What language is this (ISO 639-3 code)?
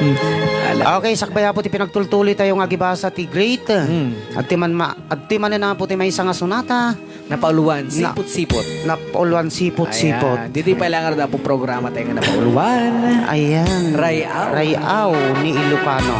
ilo